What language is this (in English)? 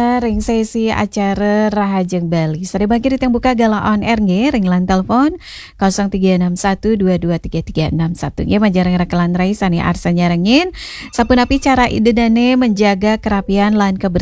Balinese